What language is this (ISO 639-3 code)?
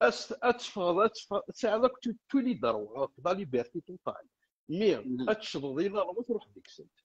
kab